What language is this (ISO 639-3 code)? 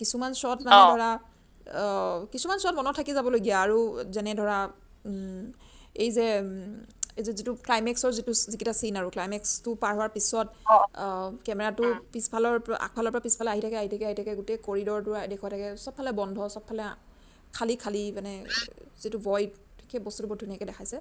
asm